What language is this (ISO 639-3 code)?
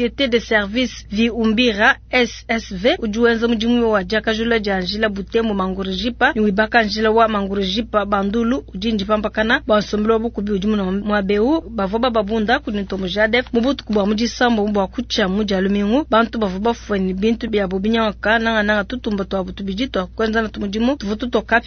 lua